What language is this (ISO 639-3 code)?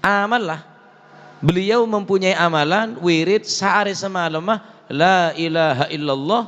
mad